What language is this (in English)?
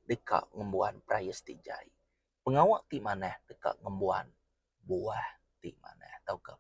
Iban